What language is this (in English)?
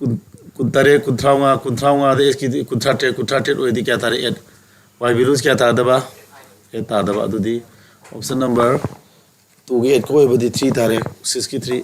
Manipuri